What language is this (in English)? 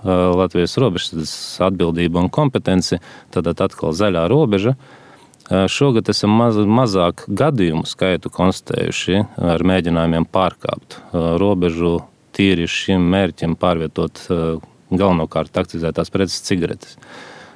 Latvian